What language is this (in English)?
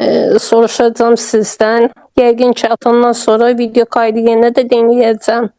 Azerbaijani